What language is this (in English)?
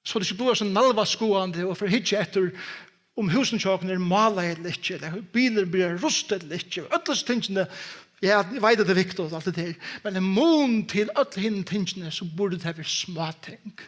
Faroese